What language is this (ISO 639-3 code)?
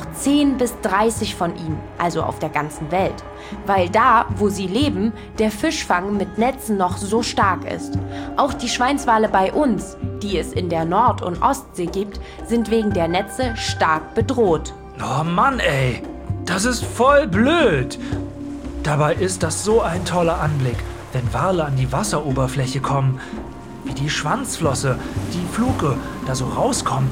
deu